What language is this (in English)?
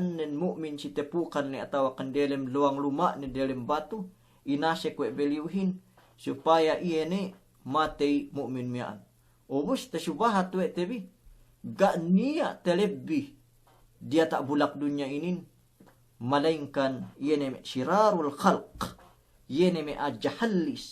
Yakan